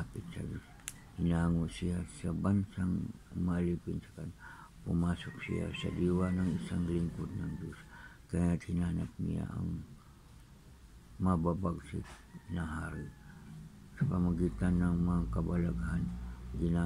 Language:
Filipino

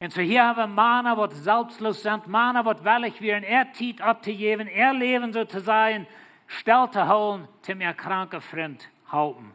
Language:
Plautdietsch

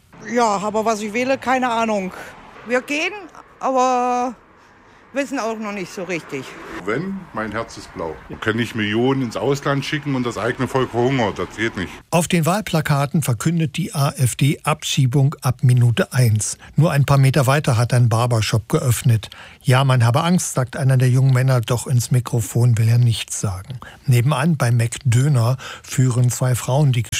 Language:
German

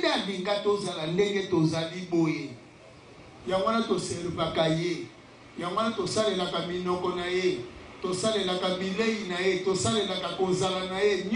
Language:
Lingala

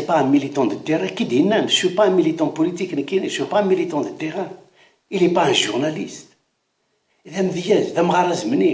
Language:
Kabyle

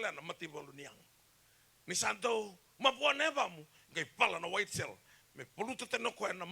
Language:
Fijian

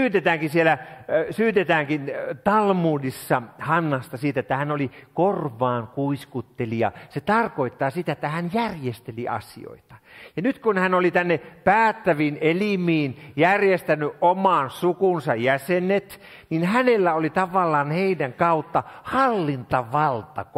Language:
Finnish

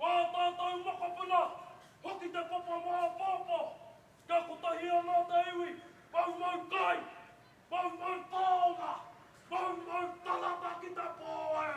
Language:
Māori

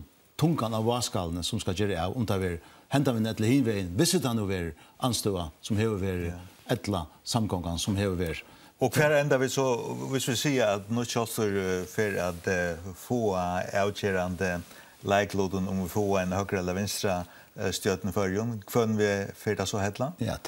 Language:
Faroese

